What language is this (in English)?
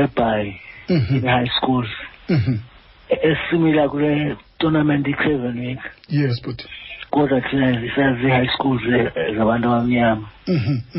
Xhosa